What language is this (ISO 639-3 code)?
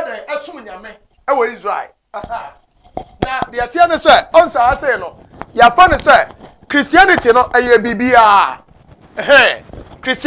aka